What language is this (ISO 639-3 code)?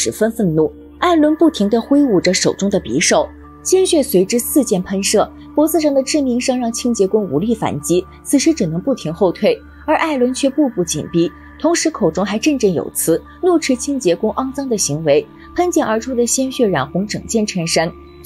zho